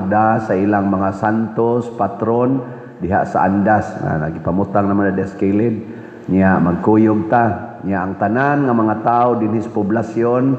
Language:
Cebuano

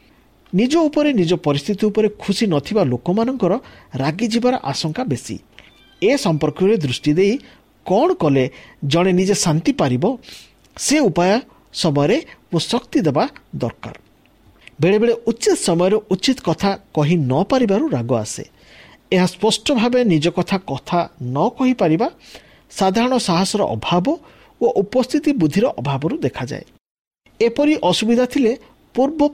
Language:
Odia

